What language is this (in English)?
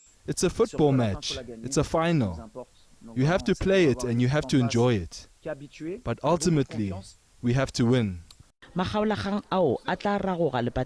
Northern Sotho